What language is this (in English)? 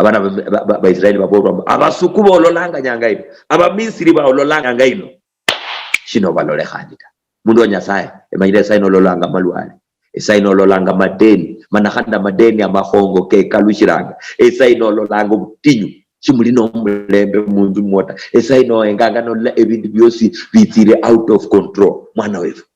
Luyia